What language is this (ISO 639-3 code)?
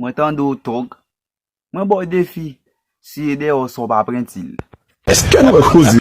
hat